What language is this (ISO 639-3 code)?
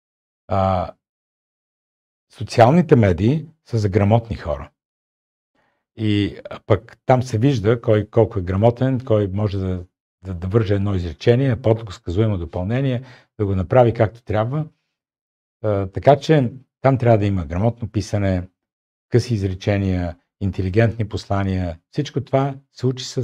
bul